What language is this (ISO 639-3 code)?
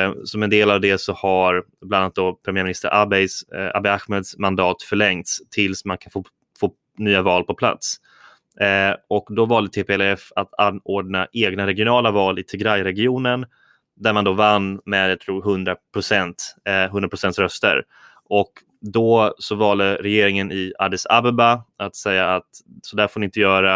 swe